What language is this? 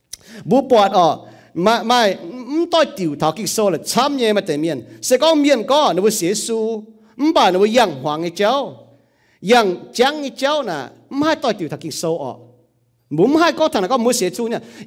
Iu Mien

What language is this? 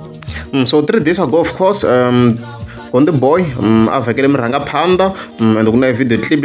Tsonga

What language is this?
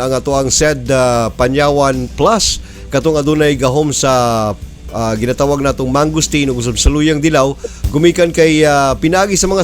Cebuano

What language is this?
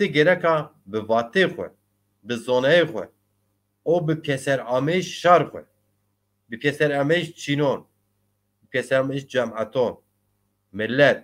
Zaza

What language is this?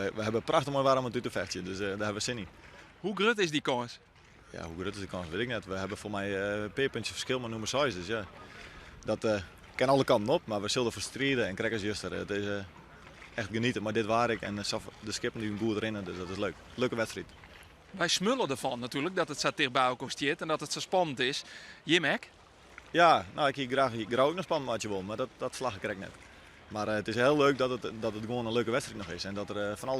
Western Frisian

